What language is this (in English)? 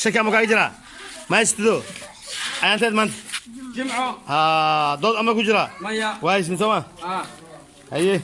Somali